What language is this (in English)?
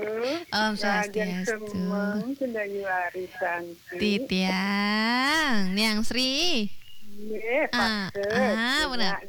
Balinese